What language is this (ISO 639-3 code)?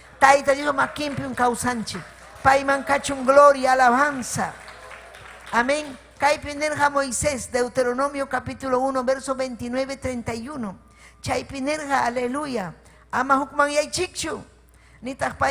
quy